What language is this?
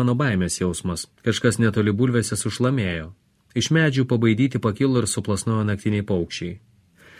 Lithuanian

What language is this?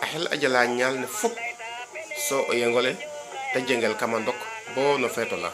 Serer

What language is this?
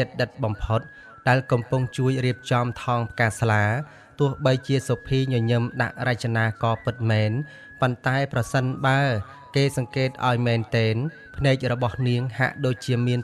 Khmer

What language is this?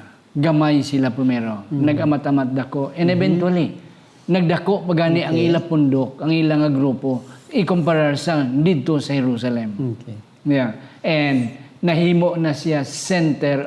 Hiligaynon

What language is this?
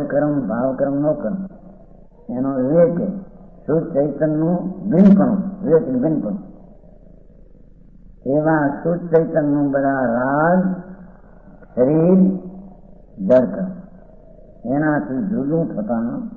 Gujarati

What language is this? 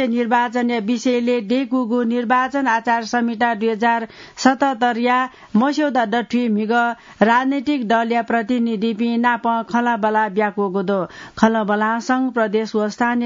Newari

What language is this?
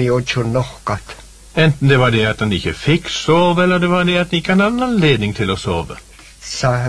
Norwegian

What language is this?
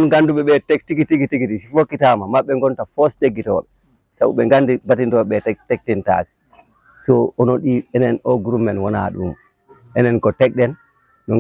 Fula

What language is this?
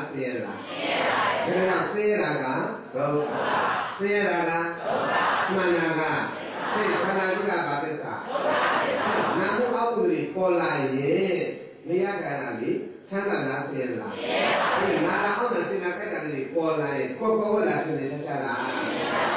Burmese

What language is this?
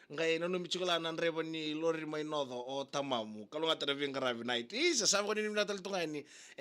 Fijian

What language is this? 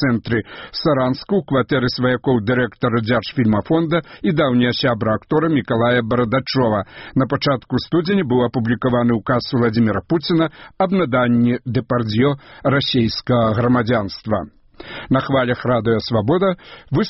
Belarusian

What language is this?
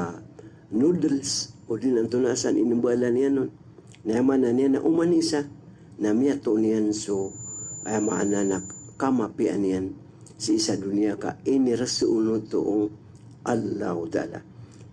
Maranao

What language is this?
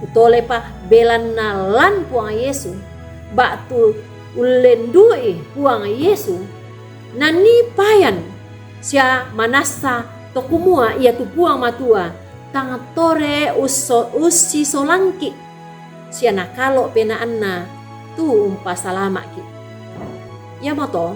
Toraja-Sa'dan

